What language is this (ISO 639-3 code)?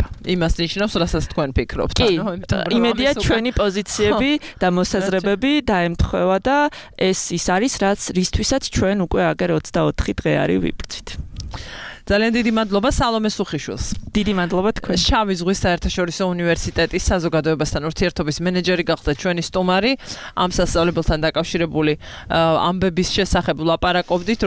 kat